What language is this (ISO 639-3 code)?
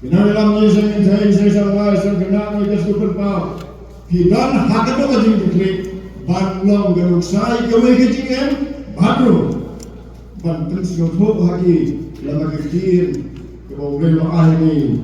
kha